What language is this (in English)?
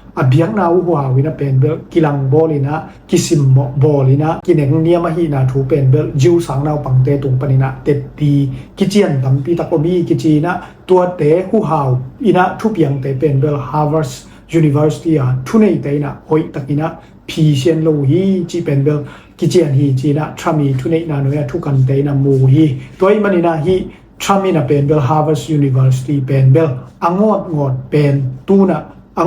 Tedim Chin